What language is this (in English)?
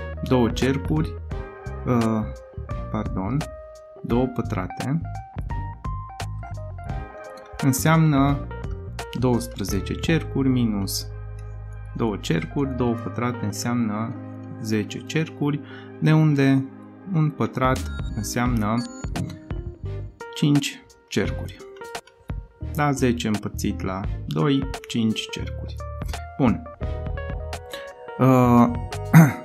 Romanian